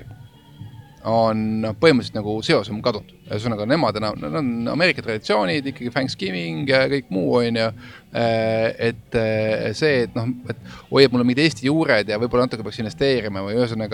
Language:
Estonian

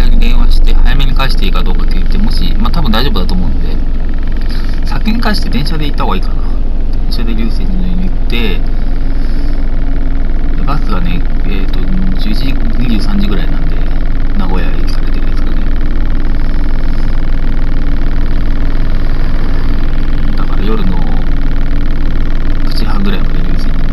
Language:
Japanese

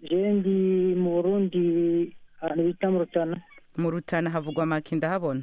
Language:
Rundi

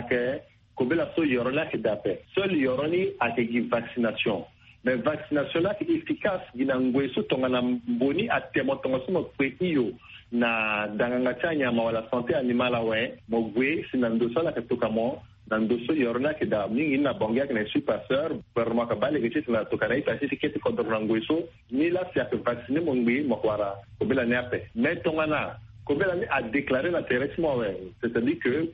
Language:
Sango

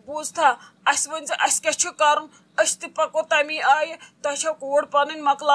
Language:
Kashmiri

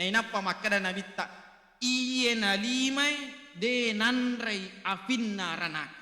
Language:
Buginese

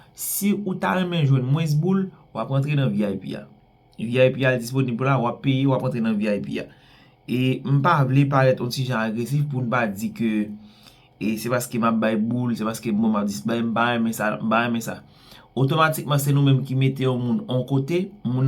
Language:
Haitian Creole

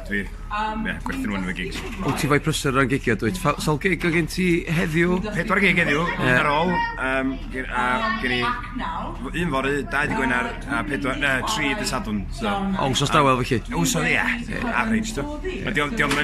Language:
Welsh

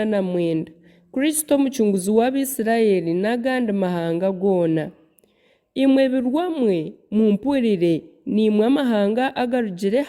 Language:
Nyankole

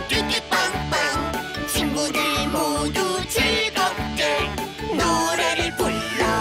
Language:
Korean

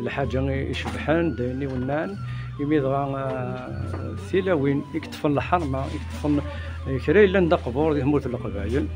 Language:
Kabyle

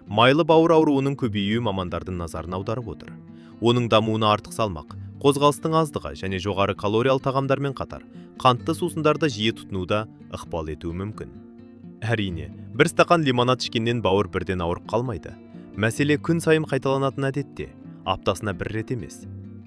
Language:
Kazakh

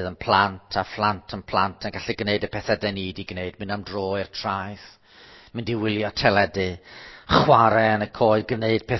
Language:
Welsh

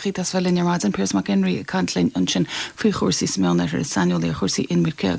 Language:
Irish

